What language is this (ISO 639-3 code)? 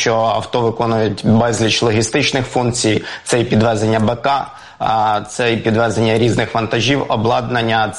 ukr